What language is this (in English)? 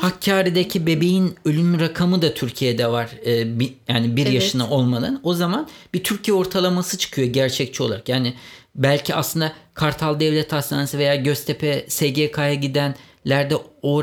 Turkish